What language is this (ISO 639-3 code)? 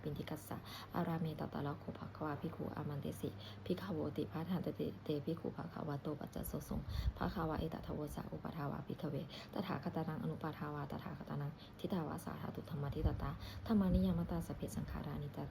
pli